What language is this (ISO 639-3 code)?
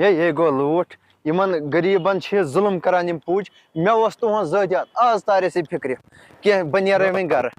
kas